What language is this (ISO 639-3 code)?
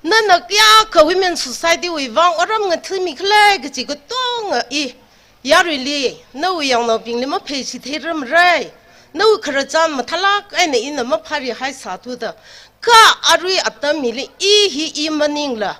nmf